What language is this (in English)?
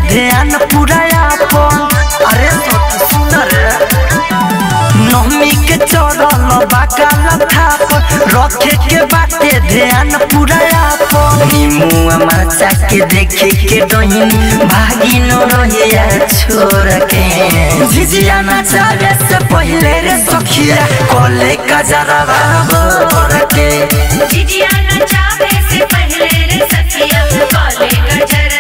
Bhojpuri